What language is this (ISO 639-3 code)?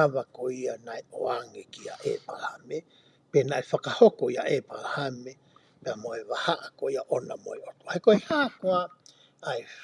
ton